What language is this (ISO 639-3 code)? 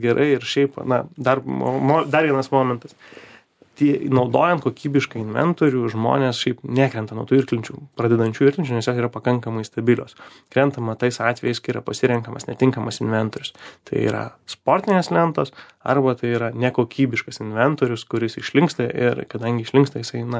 lit